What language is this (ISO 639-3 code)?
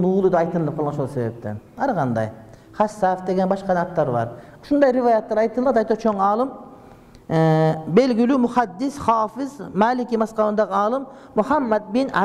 kir